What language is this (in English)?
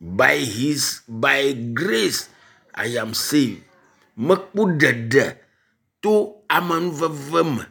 Ewe